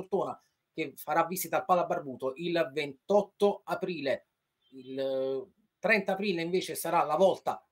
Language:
Italian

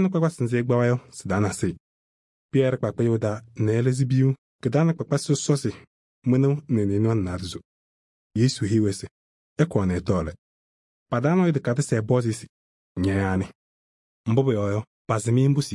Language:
Kabiyè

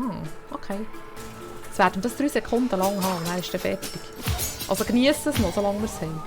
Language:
Swiss German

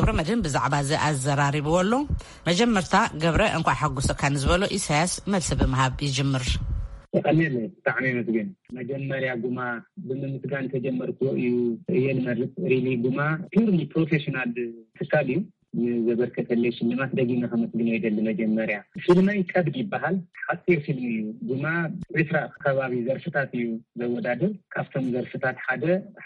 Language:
Tigrinya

